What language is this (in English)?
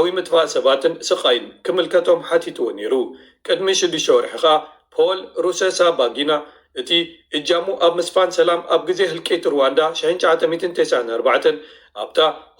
Tigrinya